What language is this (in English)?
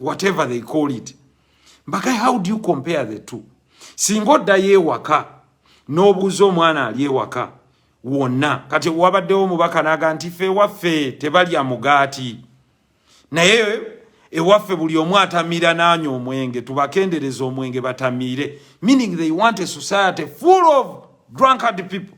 Ganda